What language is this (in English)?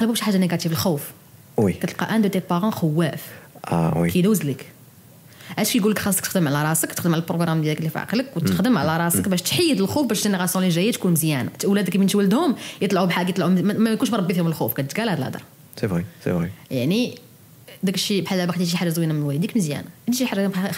Moroccan Arabic